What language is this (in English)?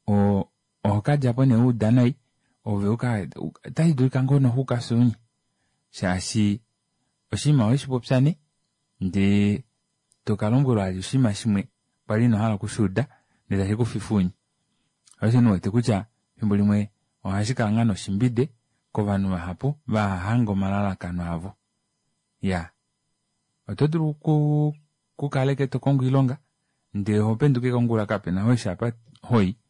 Kuanyama